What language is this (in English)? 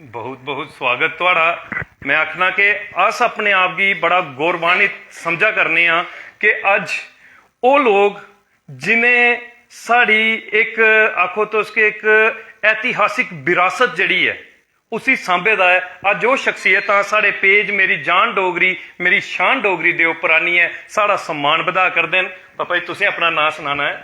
Dogri